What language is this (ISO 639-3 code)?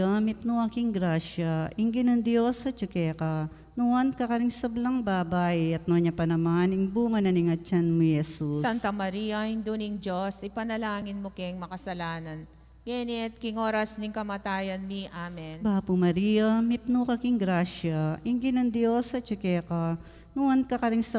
pam